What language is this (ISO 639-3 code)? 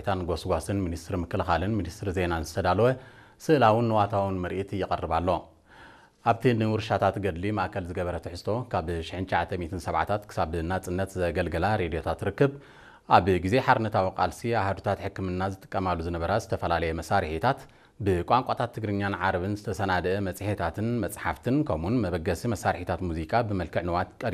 tir